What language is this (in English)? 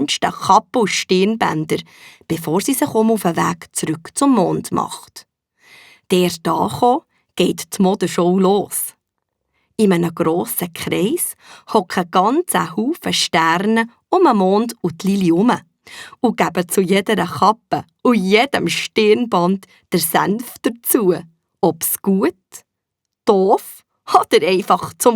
Swiss German